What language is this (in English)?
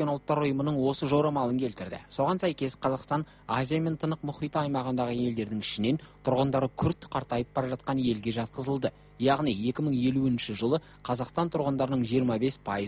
Kazakh